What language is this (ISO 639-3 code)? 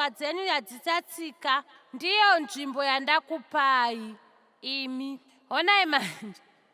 sna